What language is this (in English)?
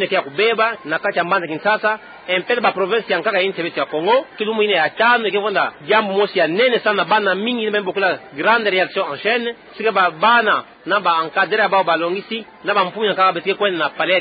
Kituba (Democratic Republic of Congo)